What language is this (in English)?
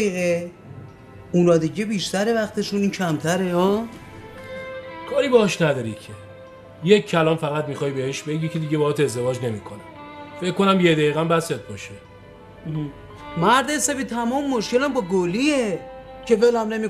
Persian